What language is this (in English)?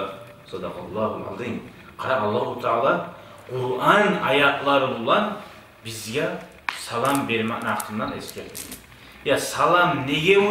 Kumyk